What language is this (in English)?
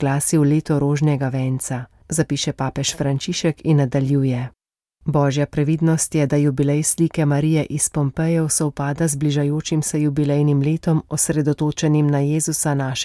Slovenian